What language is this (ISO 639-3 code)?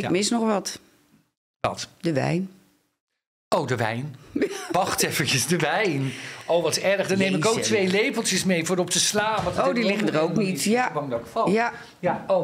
nld